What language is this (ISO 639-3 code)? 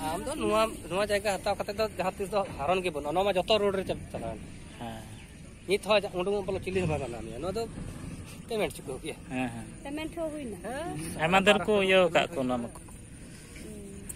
sat